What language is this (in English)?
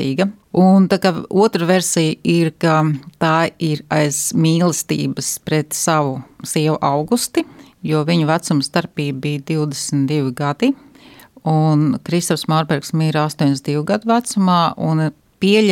Latvian